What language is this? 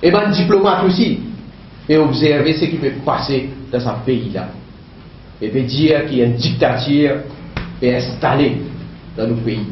Morisyen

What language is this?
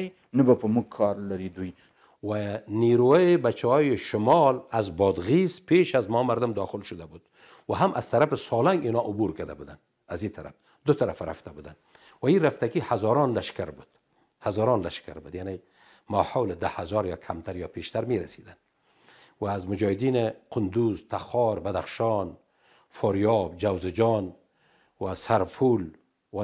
Pashto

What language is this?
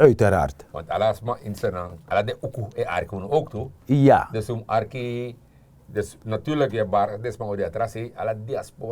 Sranan Tongo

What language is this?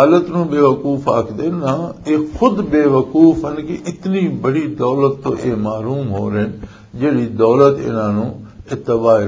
Western Panjabi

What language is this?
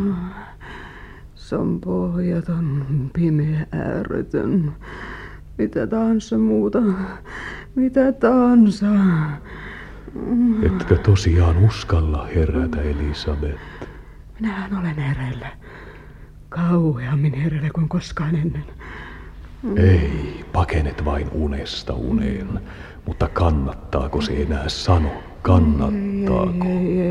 Finnish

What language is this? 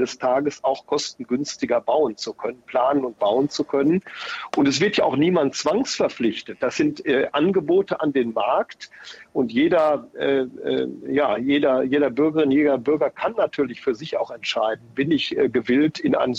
German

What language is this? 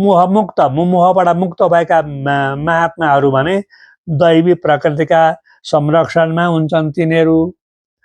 Nepali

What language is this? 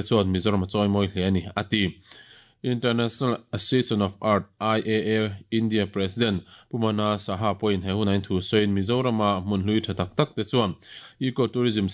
Mizo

